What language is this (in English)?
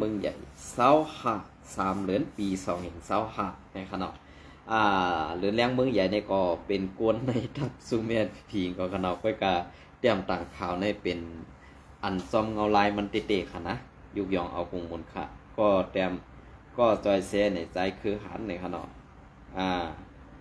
Shan